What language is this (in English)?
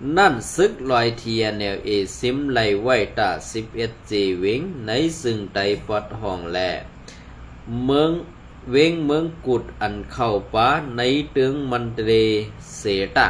Shan